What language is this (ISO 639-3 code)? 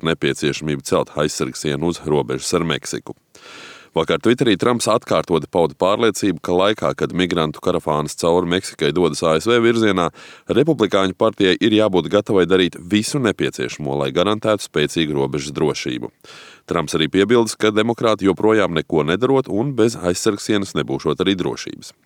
lav